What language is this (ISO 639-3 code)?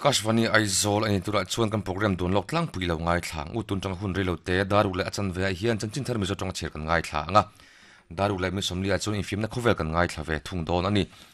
lus